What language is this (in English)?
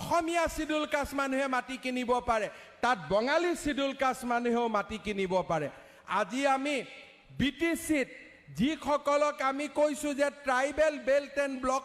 Assamese